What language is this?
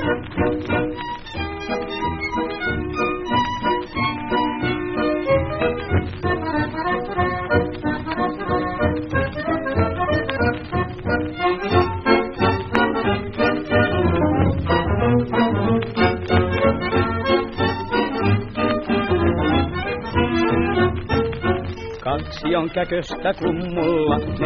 Finnish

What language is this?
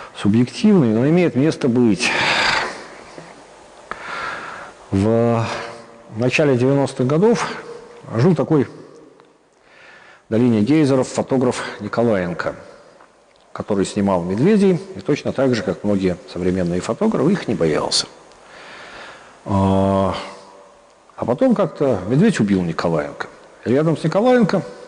Russian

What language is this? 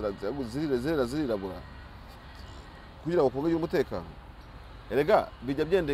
Kinyarwanda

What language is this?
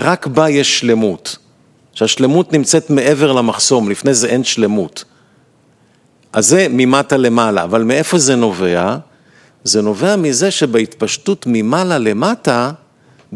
Hebrew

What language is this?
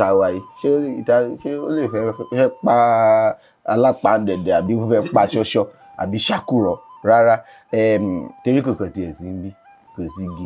Yoruba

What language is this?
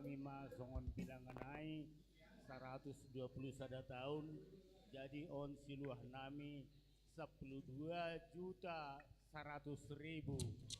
Batak Simalungun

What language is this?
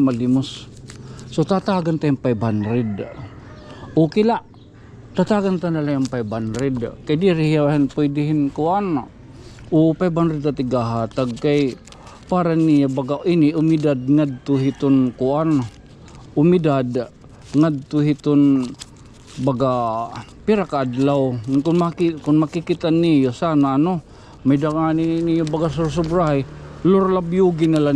Waray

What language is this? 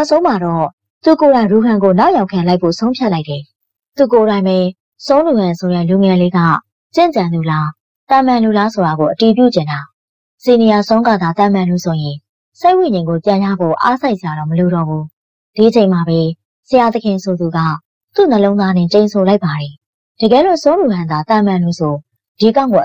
Burmese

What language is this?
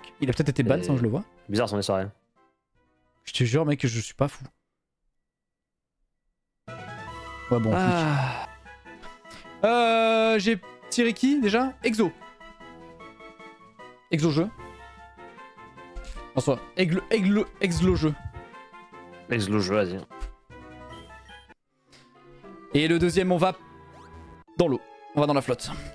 French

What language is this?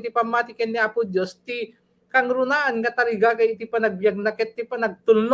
Iloko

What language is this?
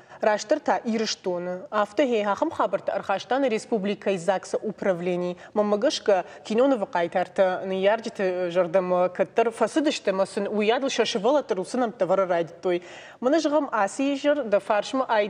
Ossetic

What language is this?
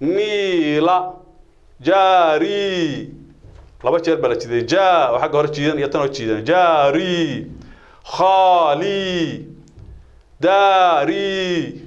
Somali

